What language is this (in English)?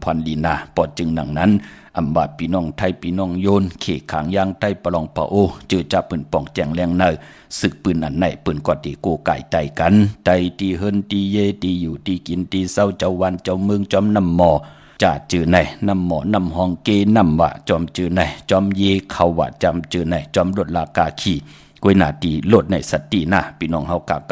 Shan